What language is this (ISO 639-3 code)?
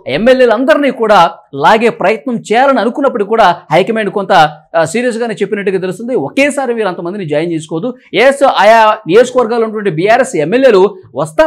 tel